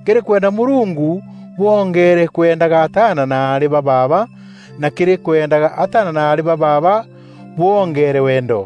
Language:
Meru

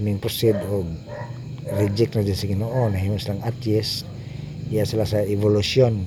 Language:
Cebuano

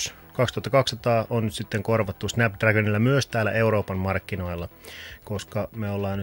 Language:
Finnish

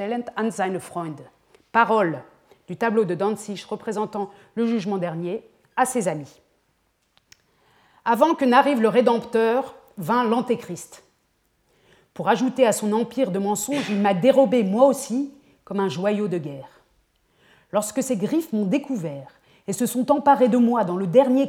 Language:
French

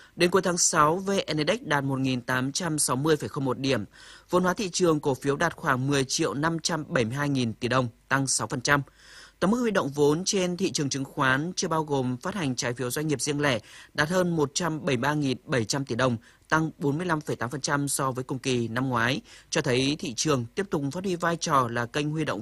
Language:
Vietnamese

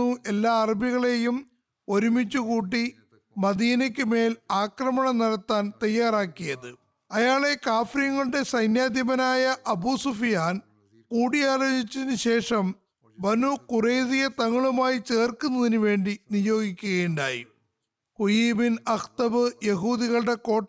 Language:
Malayalam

